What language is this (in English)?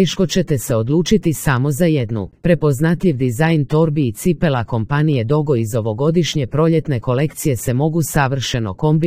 Croatian